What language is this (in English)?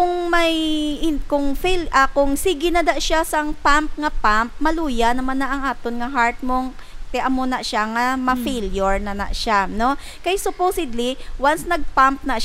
Hiligaynon